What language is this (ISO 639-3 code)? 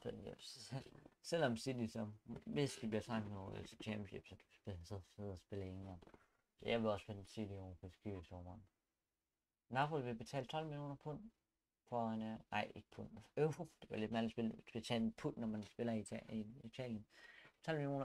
dan